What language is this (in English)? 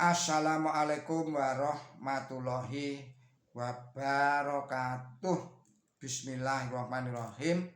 Javanese